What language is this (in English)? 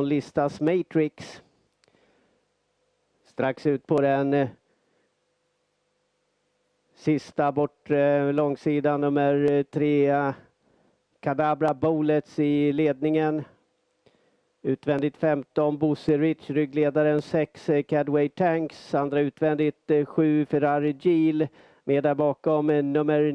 Swedish